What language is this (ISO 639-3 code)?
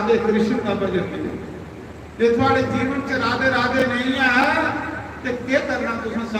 doi